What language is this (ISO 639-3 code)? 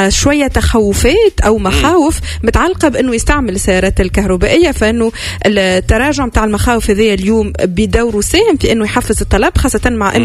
aeb